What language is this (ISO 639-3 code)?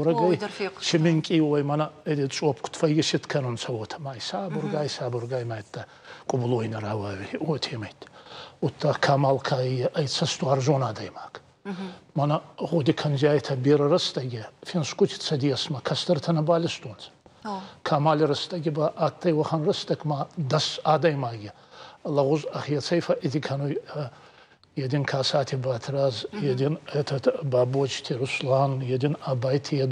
oss